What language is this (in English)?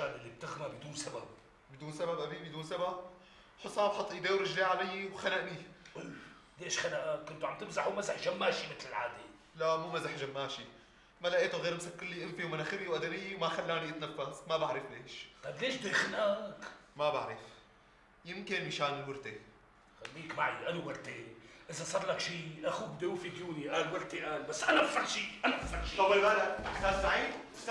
North Levantine Arabic